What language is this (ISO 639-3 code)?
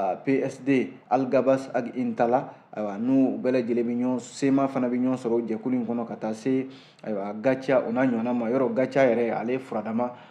bam